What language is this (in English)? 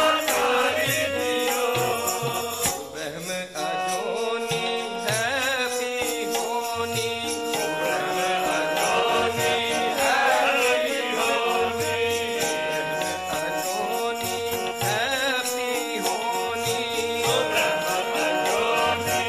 Punjabi